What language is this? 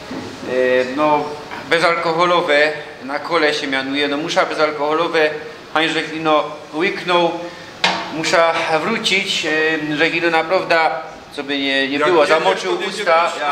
Silesian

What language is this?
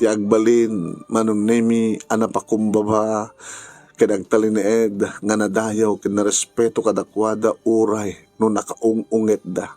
Iloko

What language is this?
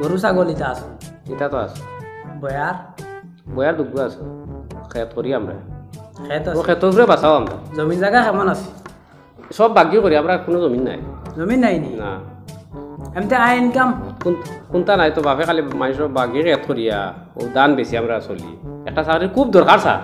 Sylheti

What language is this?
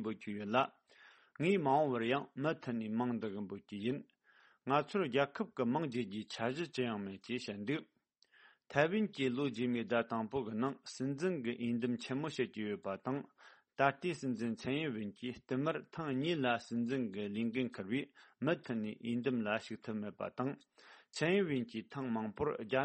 Tibetan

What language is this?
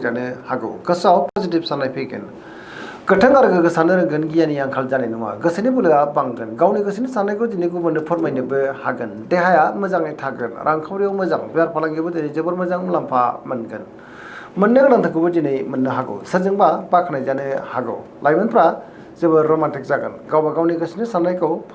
Bodo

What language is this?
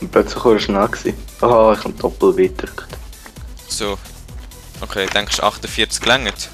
Swiss German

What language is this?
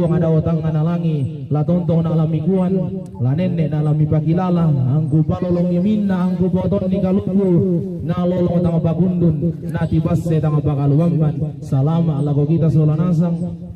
Toraja-Sa'dan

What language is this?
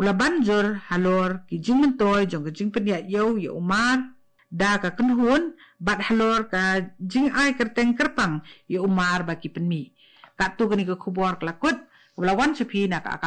Khasi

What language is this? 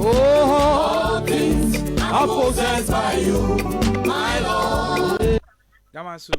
Ewe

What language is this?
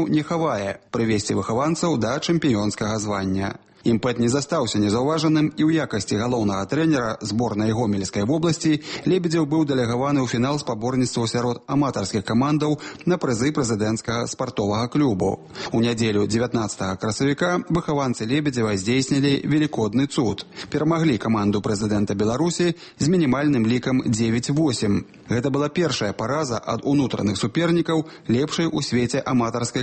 Belarusian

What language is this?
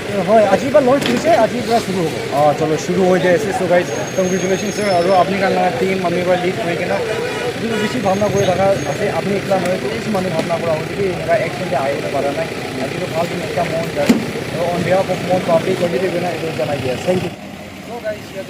Naga Pidgin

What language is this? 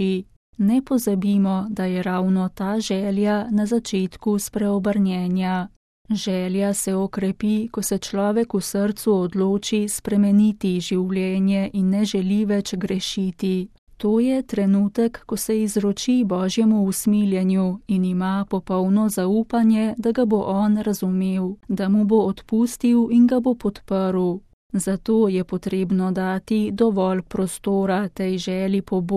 Slovenian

